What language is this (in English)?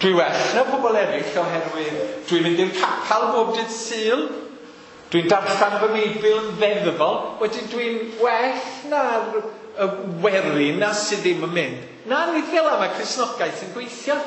Welsh